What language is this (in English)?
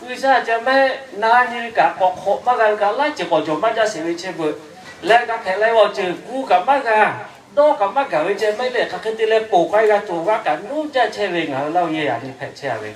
Lahu